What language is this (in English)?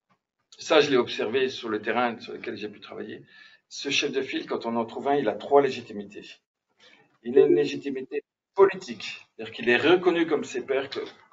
French